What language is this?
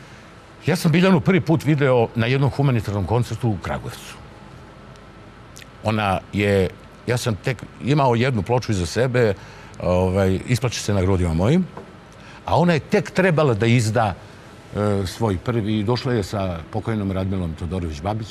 Serbian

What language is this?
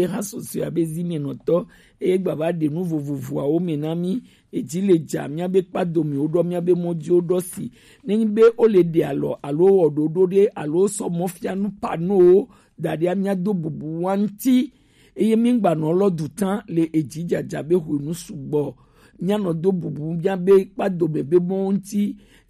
Gen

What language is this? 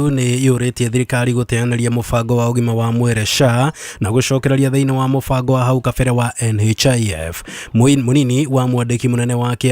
Kikuyu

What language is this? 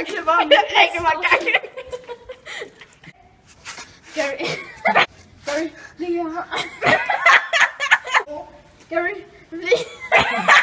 Danish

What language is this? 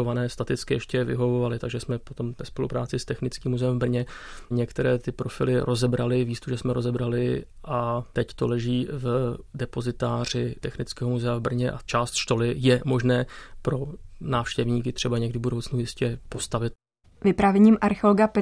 Czech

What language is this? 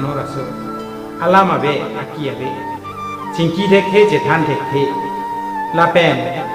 Karbi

